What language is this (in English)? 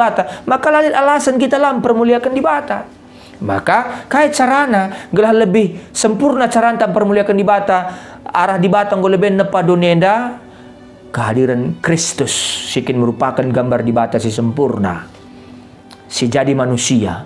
Batak Karo